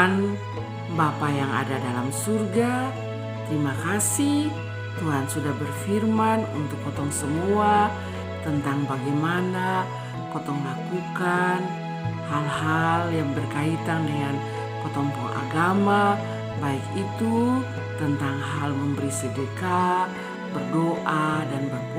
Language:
Kupang Malay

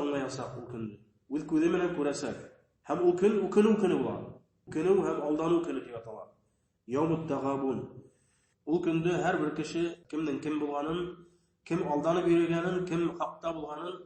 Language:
Bashkir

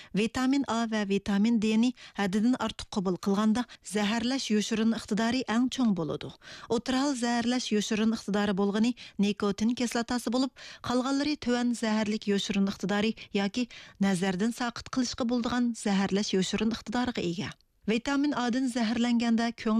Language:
Uyghur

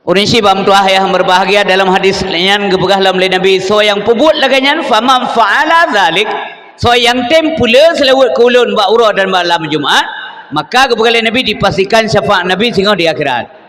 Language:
Achinese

